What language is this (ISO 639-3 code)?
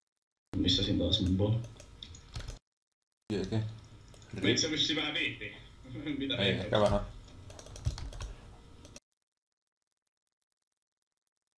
fin